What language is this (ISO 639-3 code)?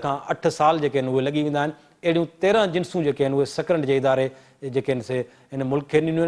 snd